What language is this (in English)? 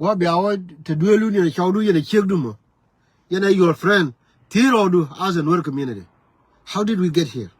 Nuer